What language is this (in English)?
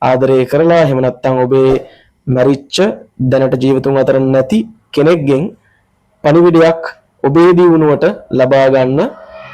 Sinhala